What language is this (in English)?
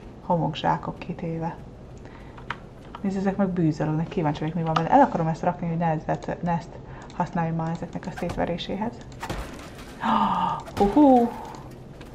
Hungarian